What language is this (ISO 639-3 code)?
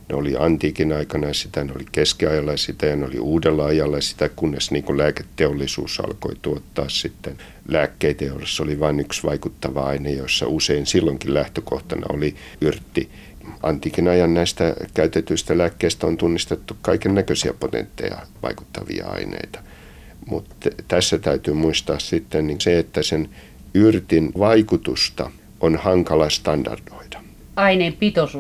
fin